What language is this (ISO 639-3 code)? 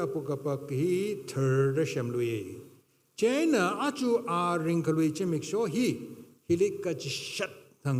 nmf